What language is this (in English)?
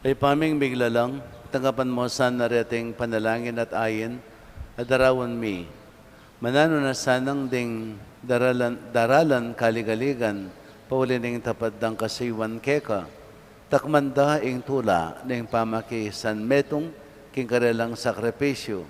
Pampanga